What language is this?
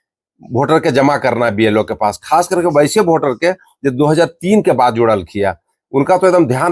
Magahi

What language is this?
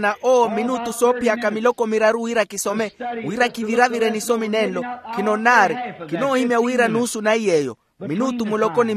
Makhuwa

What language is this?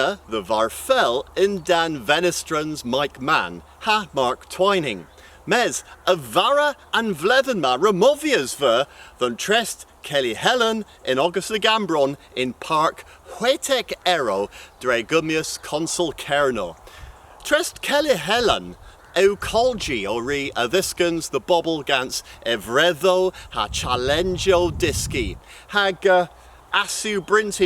Cornish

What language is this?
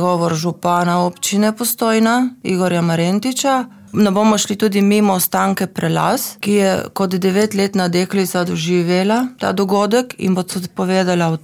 Slovenian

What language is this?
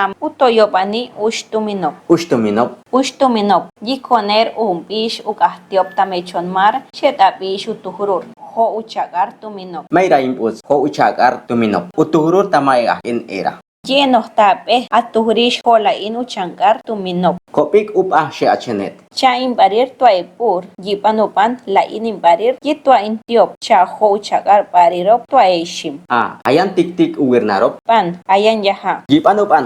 Chortí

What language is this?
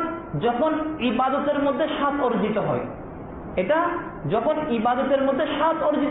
Bangla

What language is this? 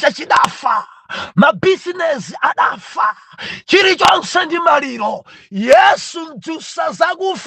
Nyanja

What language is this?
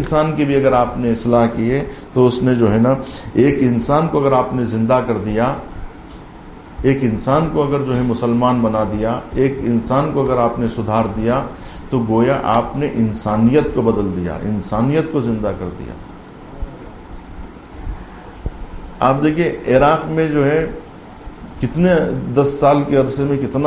Urdu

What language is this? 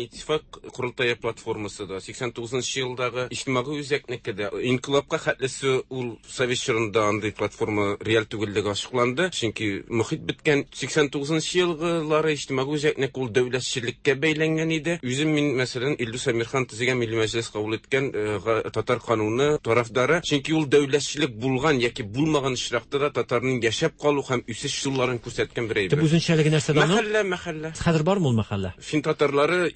Tatar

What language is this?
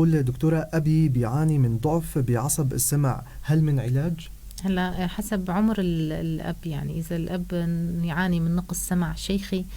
North Levantine Arabic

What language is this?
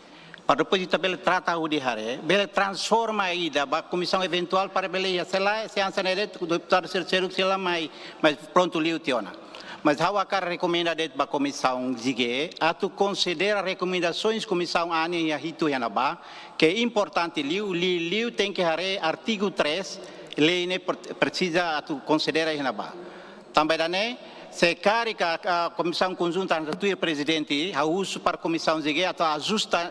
Tetum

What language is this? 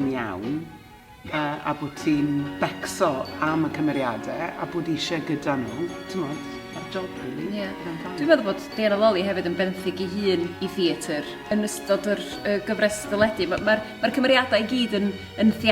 Welsh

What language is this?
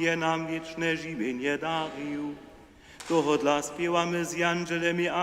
Upper Sorbian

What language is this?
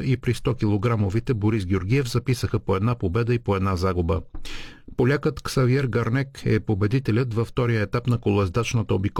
Bulgarian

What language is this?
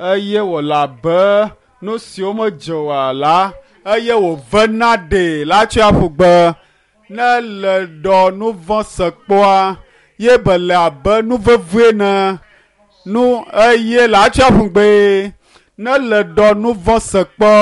Ewe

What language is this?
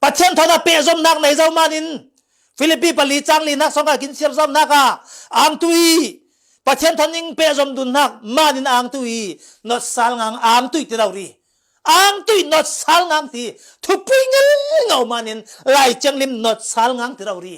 Falam Chin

